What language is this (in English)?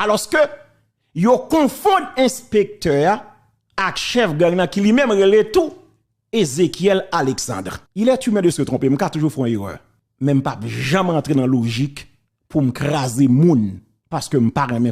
Haitian Creole